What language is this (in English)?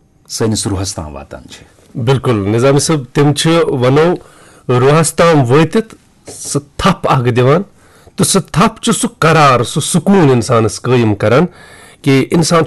Kashmiri